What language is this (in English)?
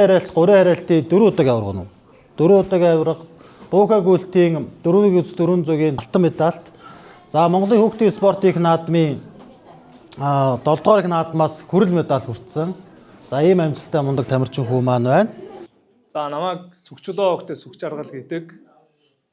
Mongolian